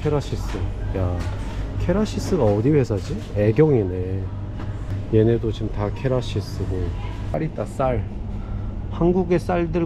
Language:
Korean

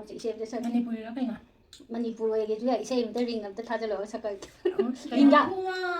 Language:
Manipuri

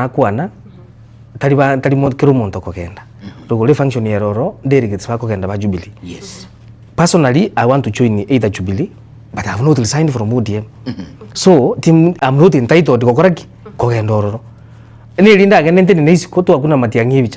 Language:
Gusii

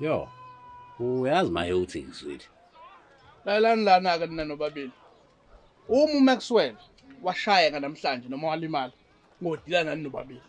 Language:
Zulu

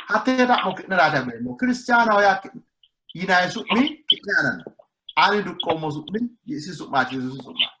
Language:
Sidamo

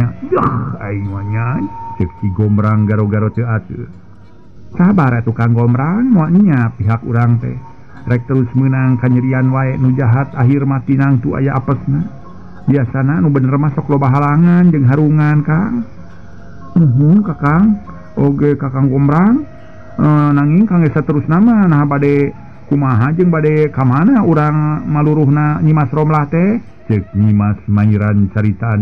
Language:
Sundanese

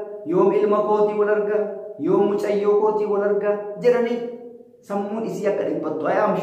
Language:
Oromo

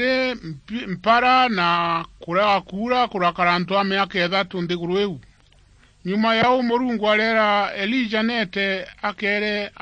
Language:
Meru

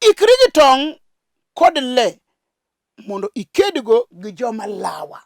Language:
Luo (Kenya and Tanzania)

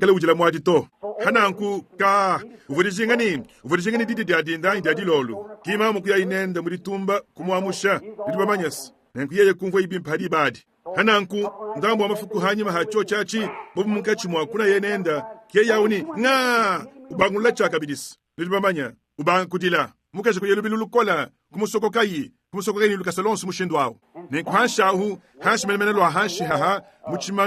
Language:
Luba-Lulua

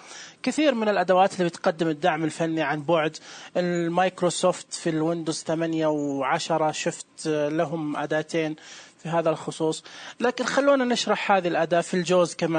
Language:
Najdi Arabic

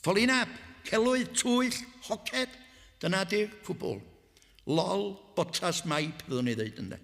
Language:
Welsh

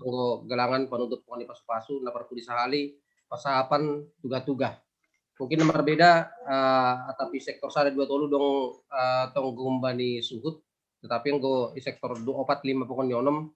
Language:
Batak Simalungun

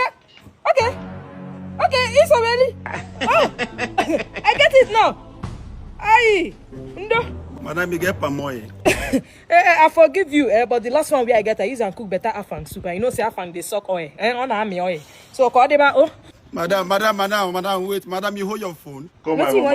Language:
Nigerian Pidgin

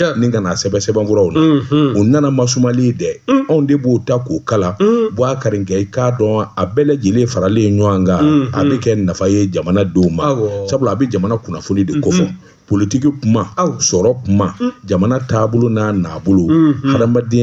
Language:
Bambara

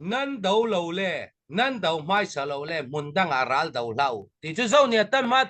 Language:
Hakha Chin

